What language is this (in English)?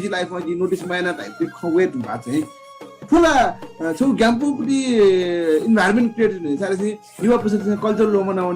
Newari